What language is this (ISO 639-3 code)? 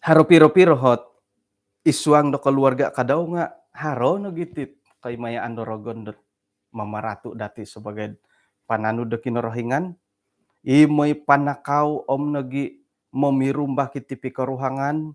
dtp